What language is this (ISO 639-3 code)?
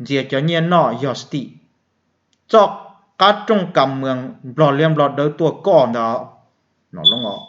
hmn